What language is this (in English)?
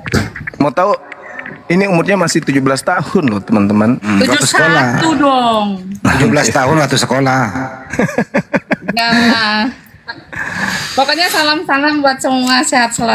Indonesian